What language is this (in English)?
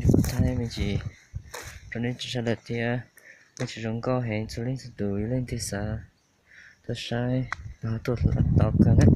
Hmong